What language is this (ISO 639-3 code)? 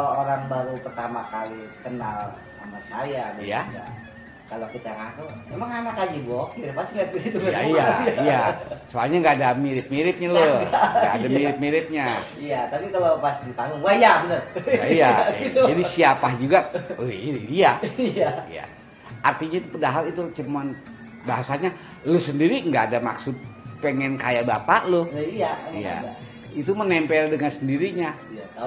bew